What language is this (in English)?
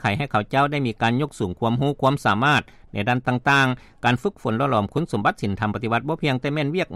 Lao